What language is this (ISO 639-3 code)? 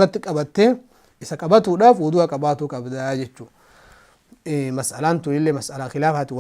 orm